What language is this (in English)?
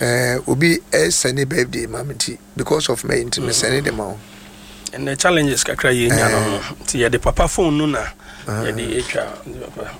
Akan